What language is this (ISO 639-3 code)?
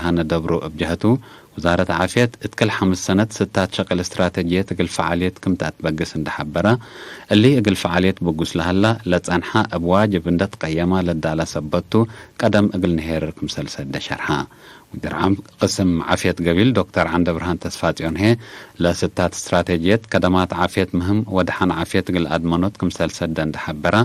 tig